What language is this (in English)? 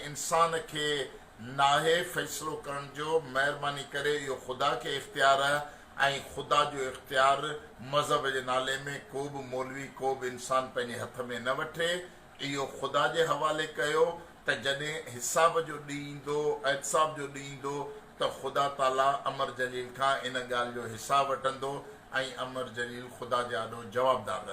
Sindhi